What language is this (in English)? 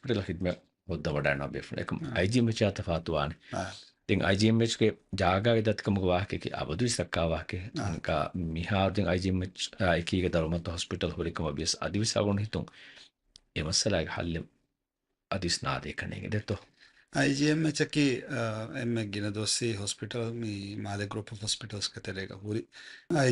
Divehi